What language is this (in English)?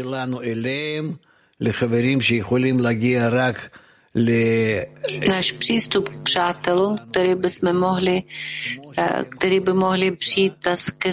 Czech